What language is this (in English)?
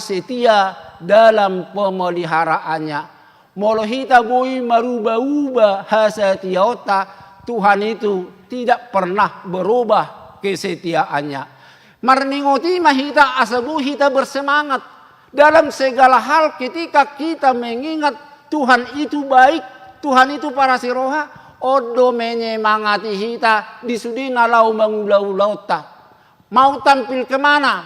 Batak Toba